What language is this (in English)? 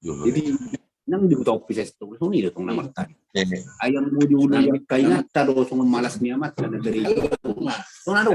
Batak Toba